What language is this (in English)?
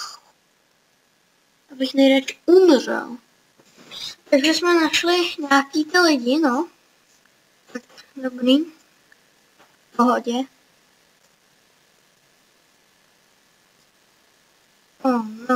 Czech